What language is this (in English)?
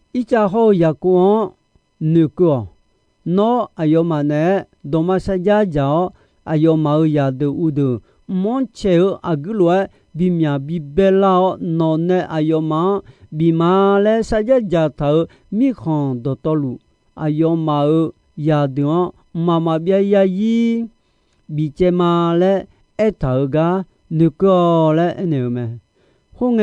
Akha